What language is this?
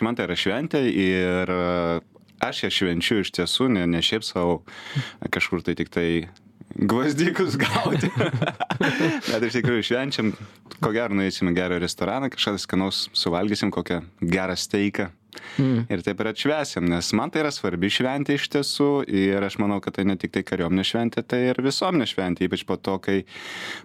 Lithuanian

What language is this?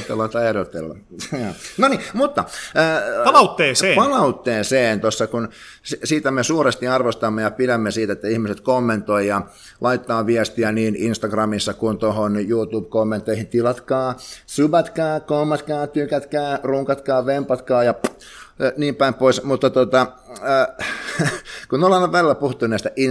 Finnish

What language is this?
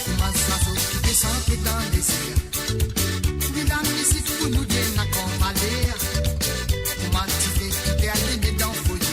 Morisyen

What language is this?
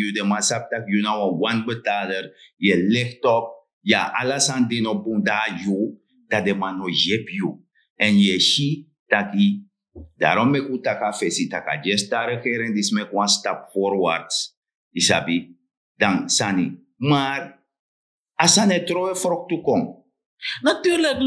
Sranan Tongo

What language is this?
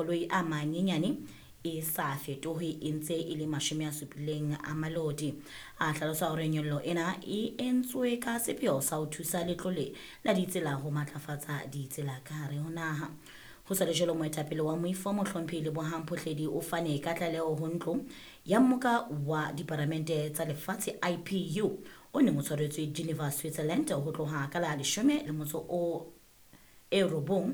Southern Sotho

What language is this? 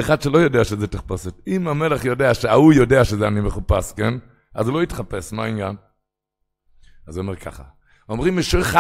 Hebrew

